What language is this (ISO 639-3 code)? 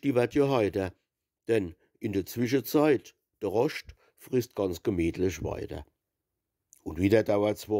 pfl